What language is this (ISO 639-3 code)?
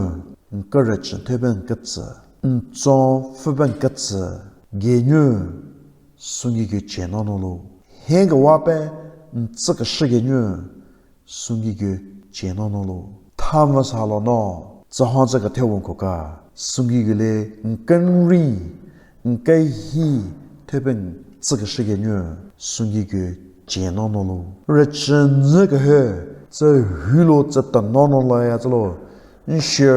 nre